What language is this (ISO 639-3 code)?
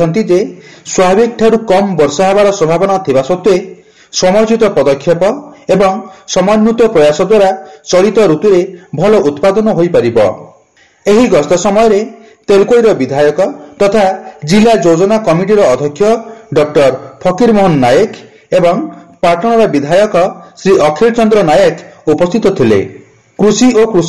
ori